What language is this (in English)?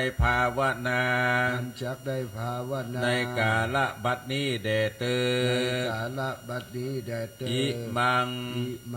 Pali